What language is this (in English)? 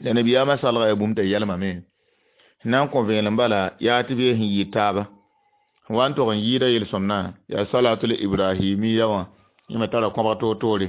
Mossi